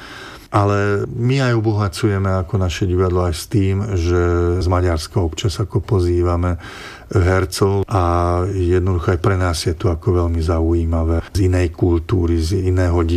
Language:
Slovak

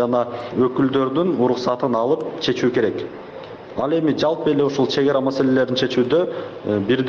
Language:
Kyrgyz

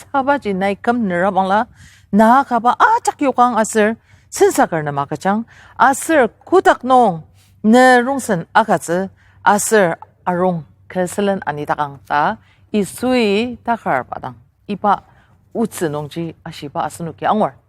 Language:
Ao Naga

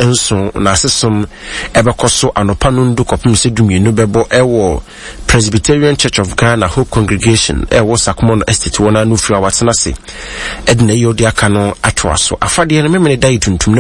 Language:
Akan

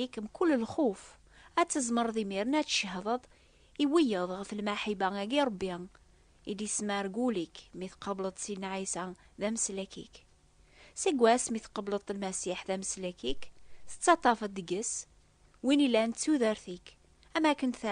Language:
Kabyle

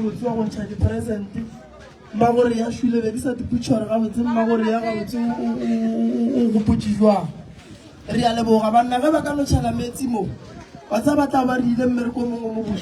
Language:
Northern Sotho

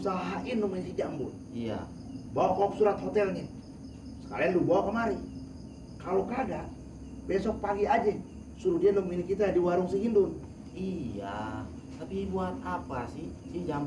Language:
Betawi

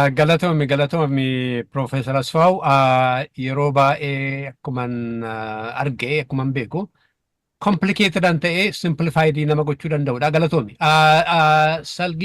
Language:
Oromo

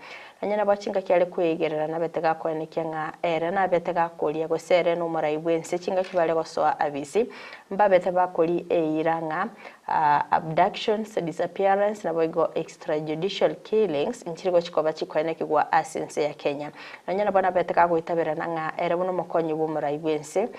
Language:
Gusii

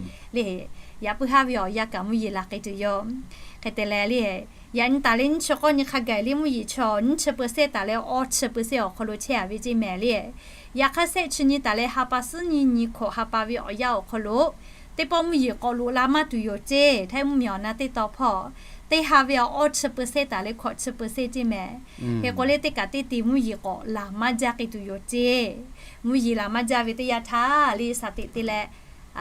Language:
Lahu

